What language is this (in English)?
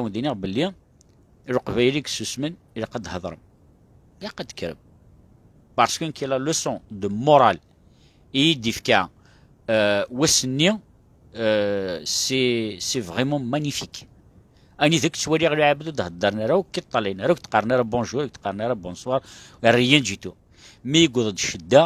Kabyle